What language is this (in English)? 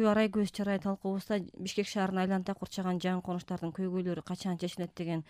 Kyrgyz